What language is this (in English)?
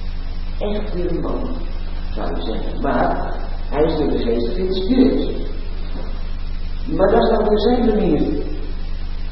Dutch